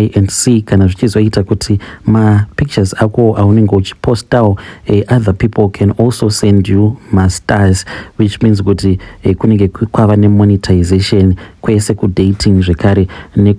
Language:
Shona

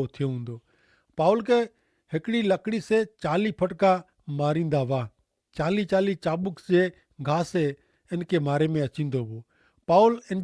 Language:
Kachhi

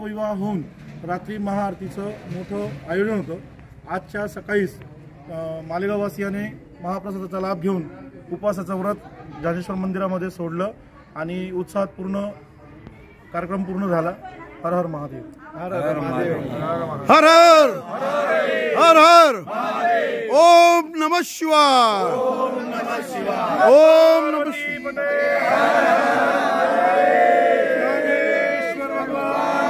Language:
Marathi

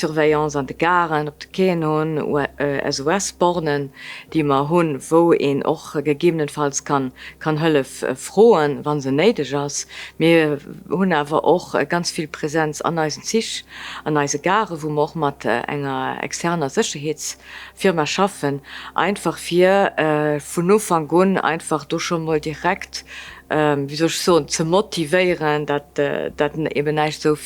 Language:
Luxembourgish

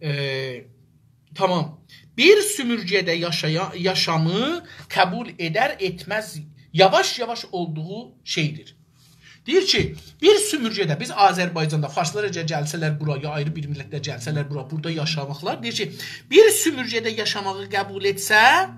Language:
South Azerbaijani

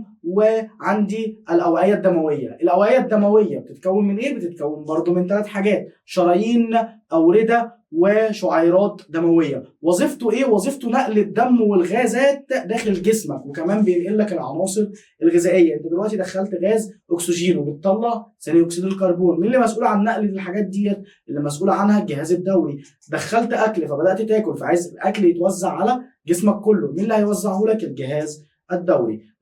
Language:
Egyptian Arabic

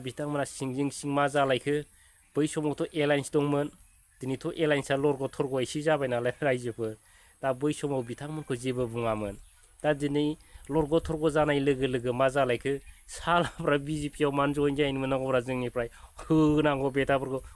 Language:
Bodo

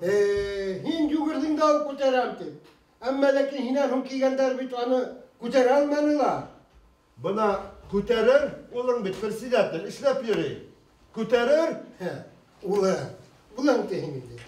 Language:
Bashkir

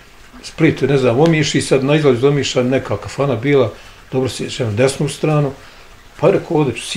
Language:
Bosnian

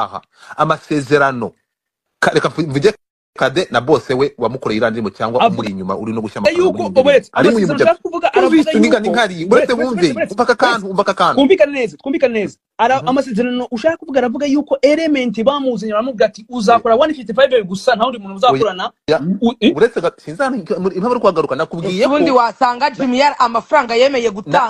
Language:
Kinyarwanda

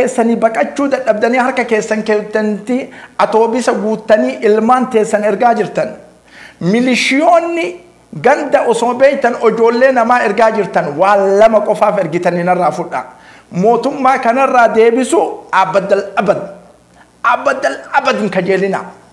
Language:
Oromo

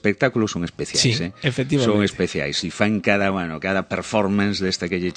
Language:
Galician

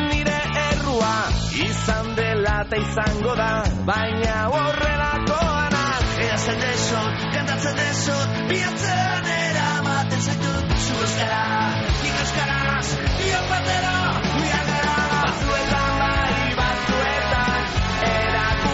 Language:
Basque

